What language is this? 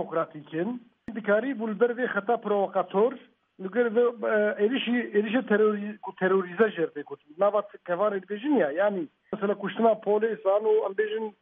Kurdish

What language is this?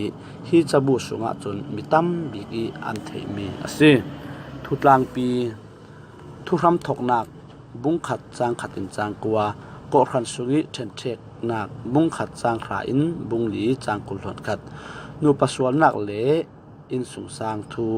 Falam Chin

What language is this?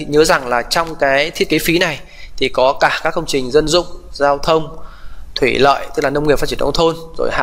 Vietnamese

